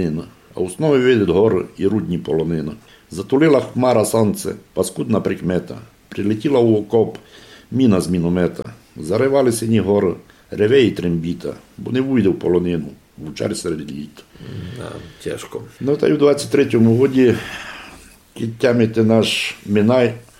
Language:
Rusyn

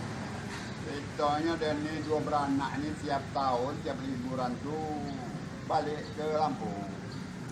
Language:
Musi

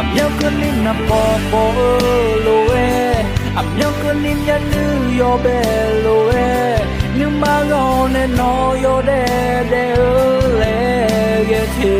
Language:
Akha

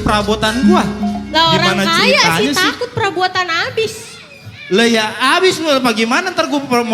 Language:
Betawi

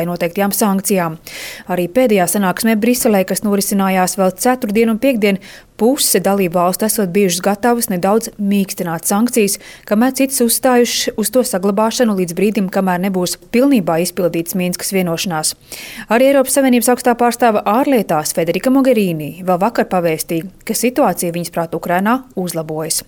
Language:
Latvian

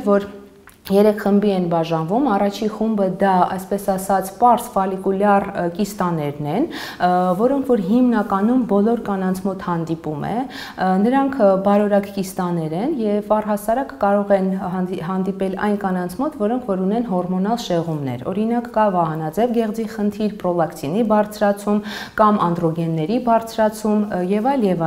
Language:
Armenian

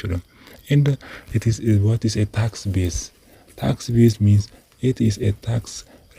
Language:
Oromo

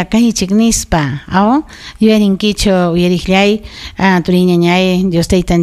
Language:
Ayacucho Quechua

